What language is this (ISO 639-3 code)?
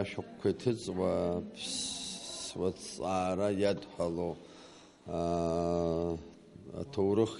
abk